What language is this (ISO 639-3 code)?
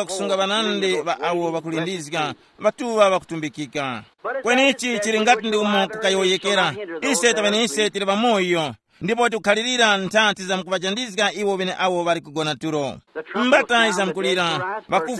tum